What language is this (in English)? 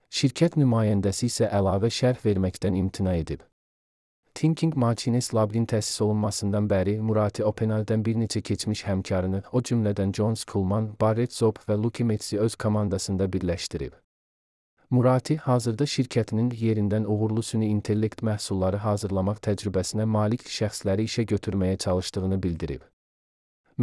Azerbaijani